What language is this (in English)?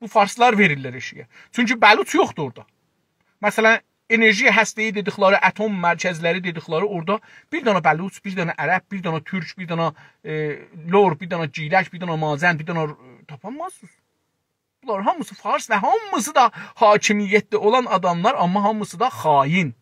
South Azerbaijani